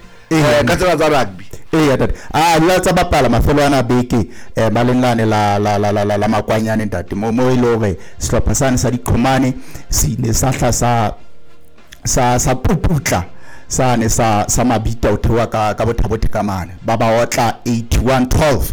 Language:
Southern Sotho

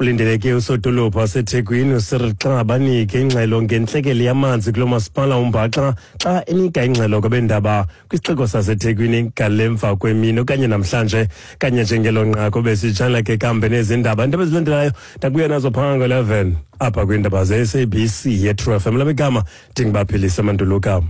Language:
Xhosa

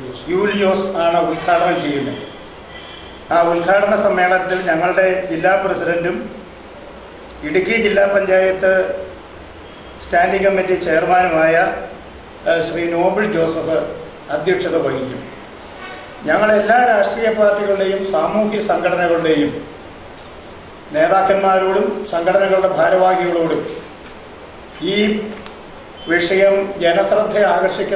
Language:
Malayalam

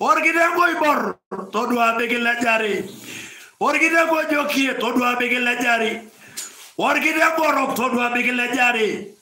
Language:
Masai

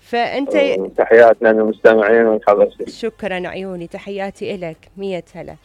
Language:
Mesopotamian Arabic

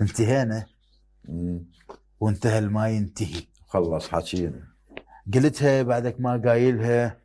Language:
Mesopotamian Arabic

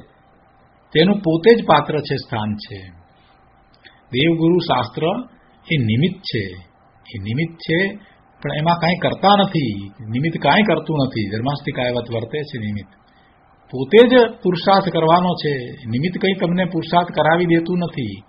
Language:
Gujarati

